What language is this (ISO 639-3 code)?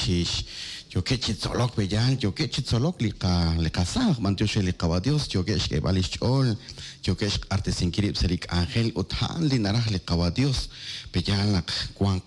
kek